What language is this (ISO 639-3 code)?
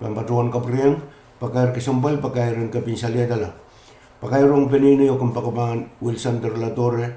pon